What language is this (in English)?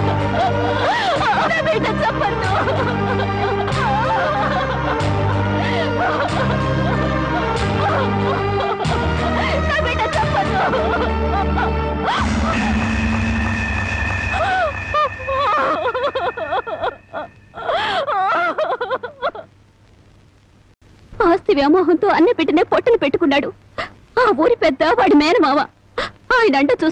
Telugu